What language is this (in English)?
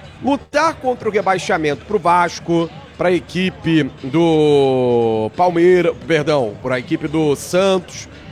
Portuguese